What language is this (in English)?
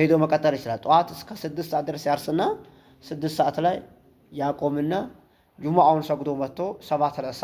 Amharic